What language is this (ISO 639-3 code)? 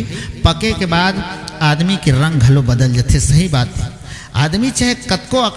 hne